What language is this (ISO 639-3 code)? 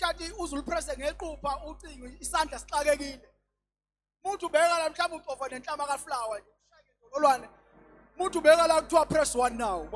zul